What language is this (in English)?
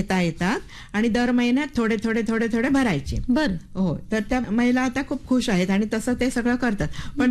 Marathi